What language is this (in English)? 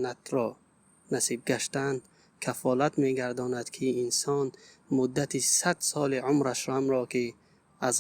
Tajik